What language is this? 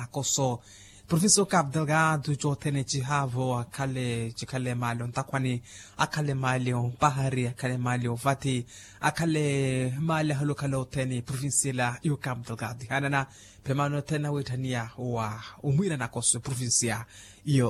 Makhuwa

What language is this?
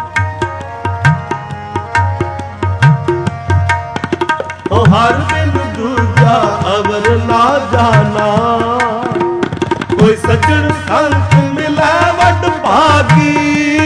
Punjabi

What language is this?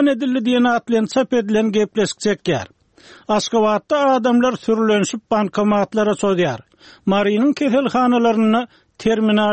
Turkmen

